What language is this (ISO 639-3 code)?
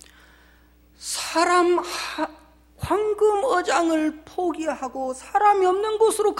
kor